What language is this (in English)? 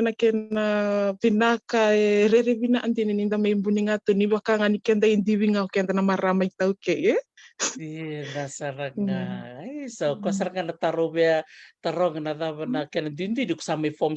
Fijian